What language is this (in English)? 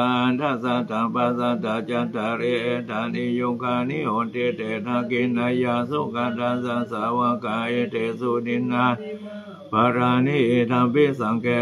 Pali